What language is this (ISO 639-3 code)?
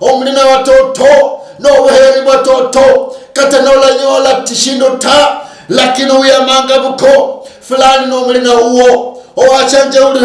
luy